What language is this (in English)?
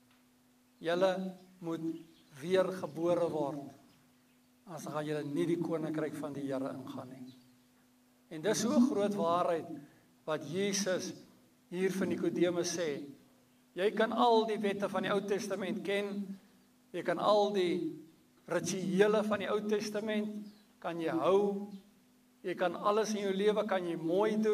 Afrikaans